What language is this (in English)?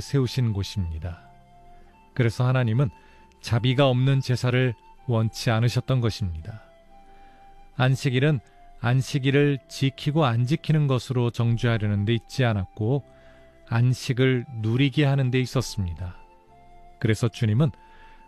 Korean